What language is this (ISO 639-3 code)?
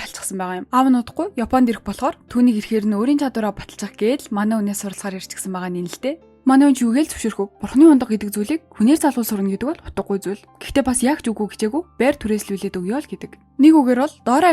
mon